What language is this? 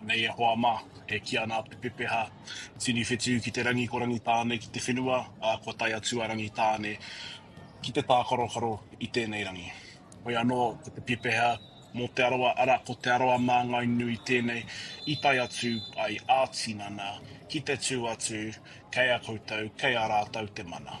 Māori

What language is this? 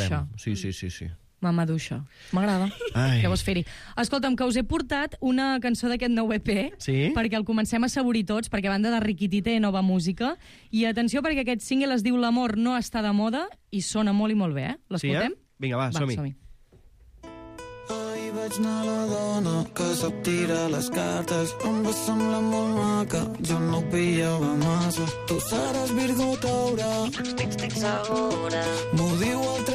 Catalan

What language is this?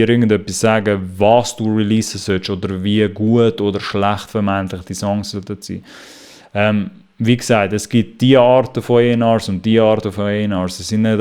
Swiss German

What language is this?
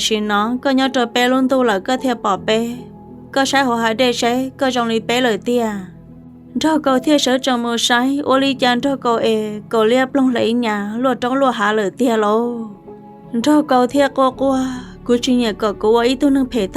Hmong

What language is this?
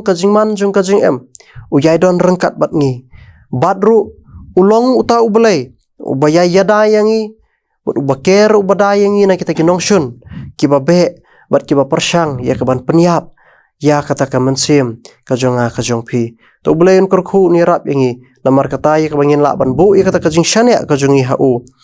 Khasi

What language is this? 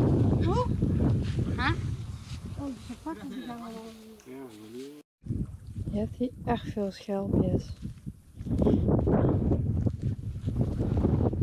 Dutch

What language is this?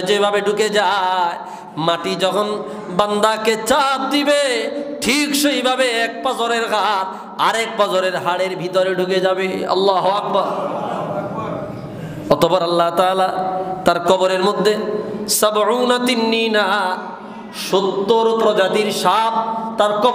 Bangla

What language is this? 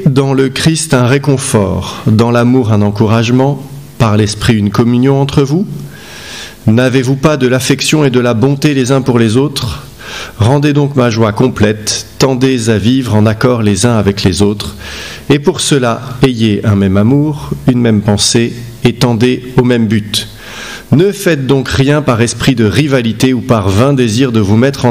French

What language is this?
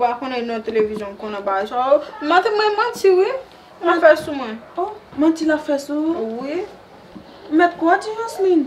Haitian Creole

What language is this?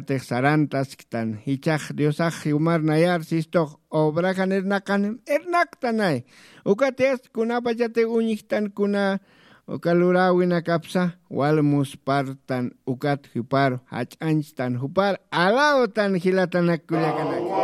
Aymara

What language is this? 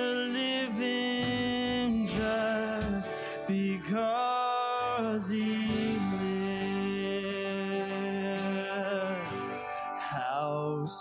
Afrikaans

